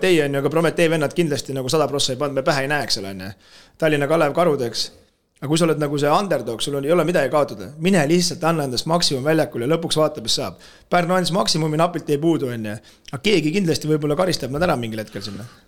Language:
Estonian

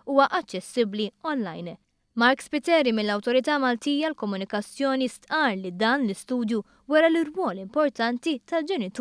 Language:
Maltese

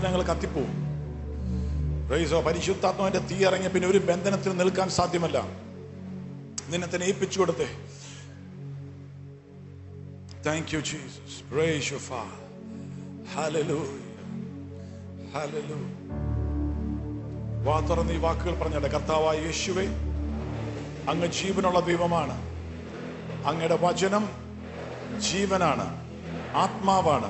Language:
Malayalam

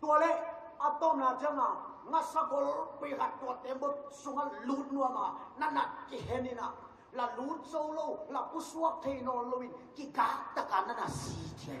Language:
Tedim Chin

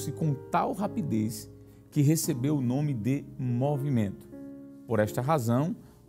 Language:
Portuguese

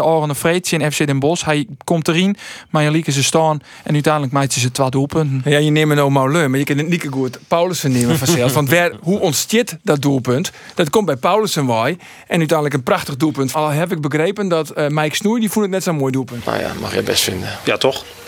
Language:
Western Frisian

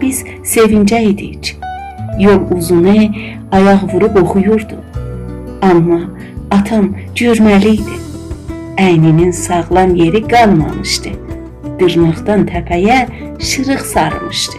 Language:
South Azerbaijani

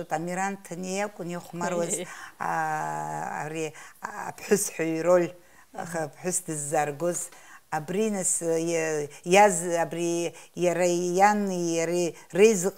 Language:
Abkhazian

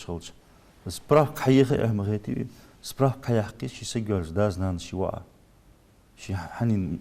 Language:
Ingush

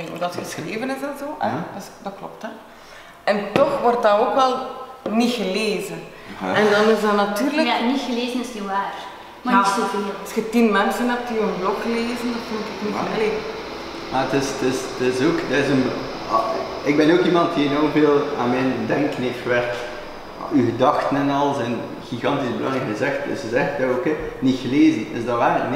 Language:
Dutch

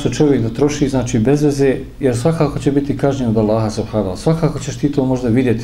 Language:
Bosnian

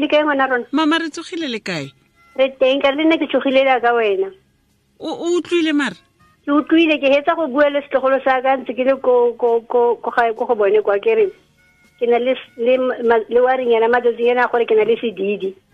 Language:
Tswana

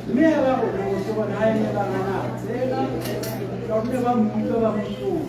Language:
Tswana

